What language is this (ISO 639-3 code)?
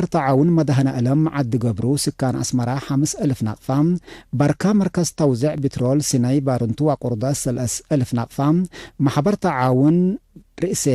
tig